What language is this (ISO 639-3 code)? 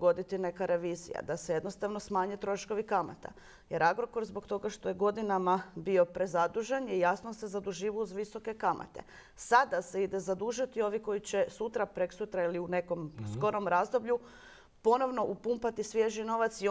hrv